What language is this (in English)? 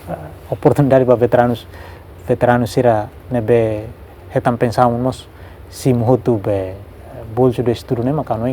Tetum